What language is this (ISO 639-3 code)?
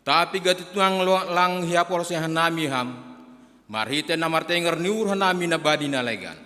bts